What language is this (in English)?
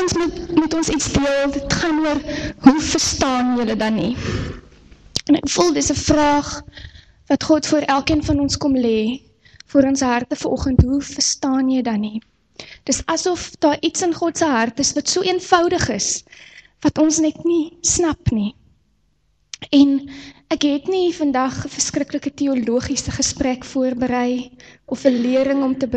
Afrikaans